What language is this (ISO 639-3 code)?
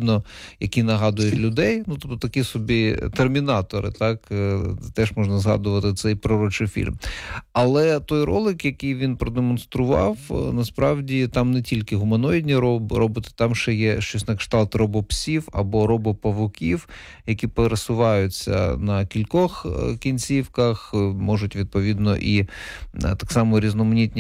ukr